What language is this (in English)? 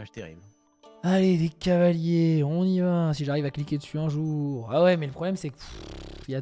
French